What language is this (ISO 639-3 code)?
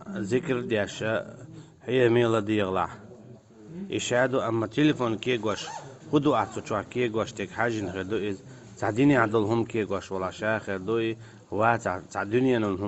che